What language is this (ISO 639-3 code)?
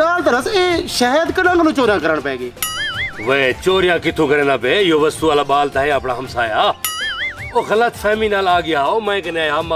skr